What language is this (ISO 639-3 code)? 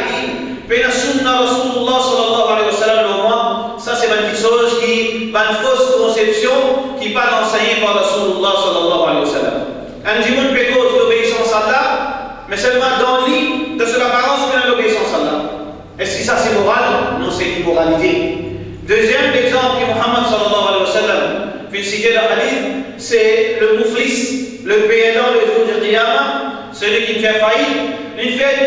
mfe